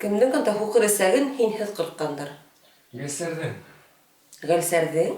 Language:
Bashkir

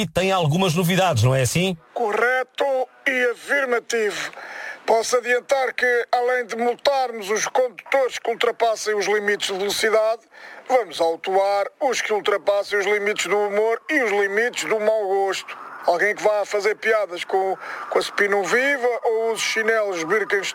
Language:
Portuguese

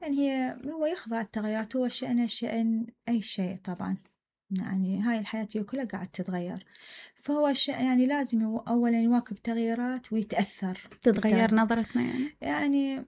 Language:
Mesopotamian Arabic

